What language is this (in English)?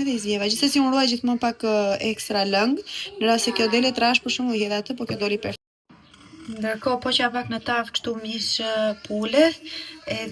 Albanian